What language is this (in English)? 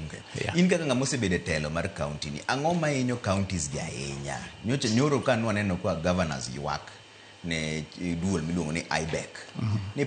Luo (Kenya and Tanzania)